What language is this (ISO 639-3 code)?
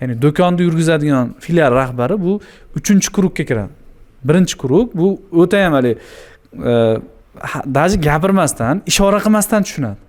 uzb